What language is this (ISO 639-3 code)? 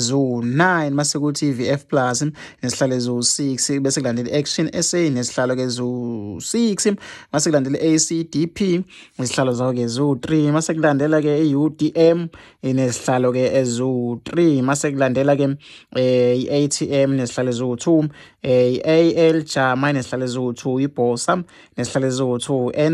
zul